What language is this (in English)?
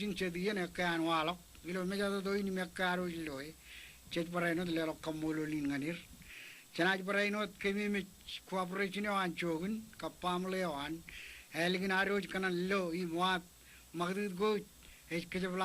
Marshallese